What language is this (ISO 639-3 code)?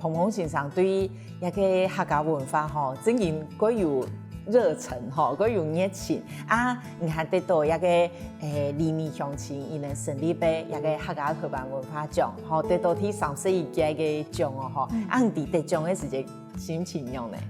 hak